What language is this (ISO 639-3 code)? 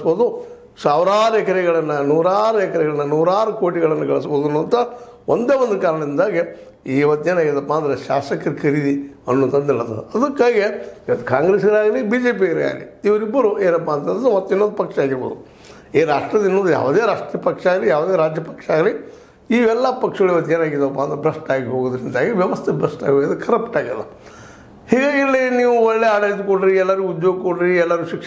kan